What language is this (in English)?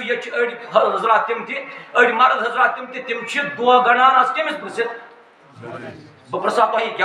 Kashmiri